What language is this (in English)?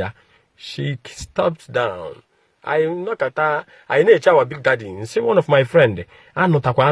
Igbo